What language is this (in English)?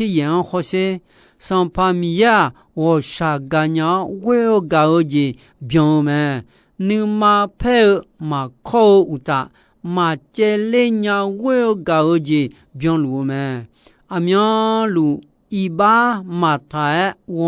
Akha